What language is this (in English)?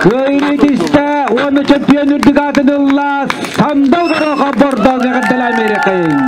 Yakut